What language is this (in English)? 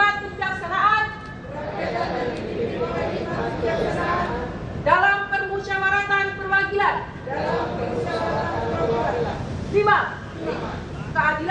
Indonesian